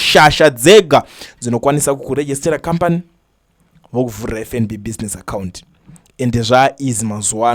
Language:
Shona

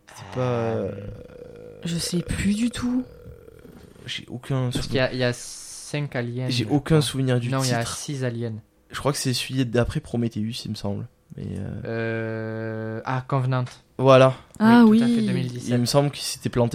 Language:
French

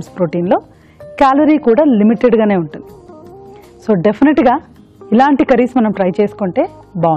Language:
Telugu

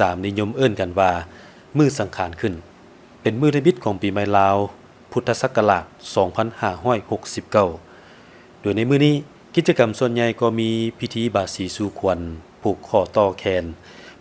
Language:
Lao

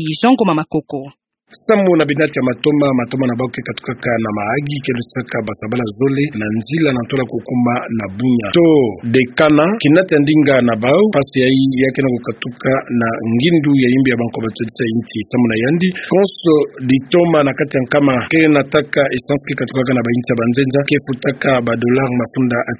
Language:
Kituba (Democratic Republic of Congo)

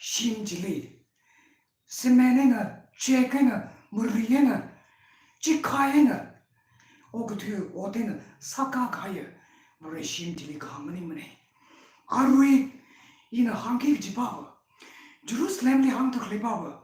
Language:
Tangkhul Naga (India)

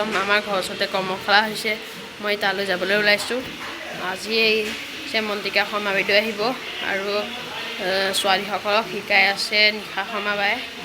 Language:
Assamese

